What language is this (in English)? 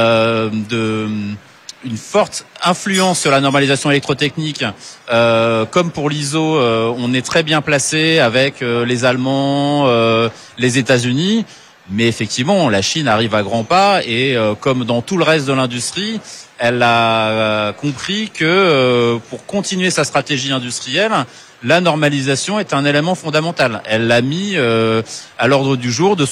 French